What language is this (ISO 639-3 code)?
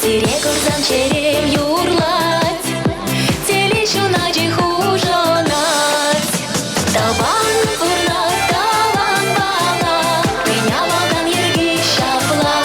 chv